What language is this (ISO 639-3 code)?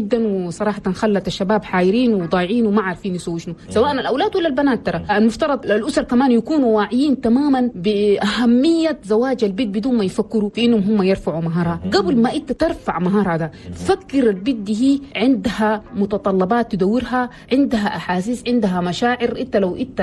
shu